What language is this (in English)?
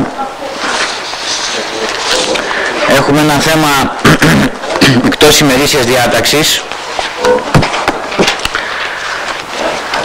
Greek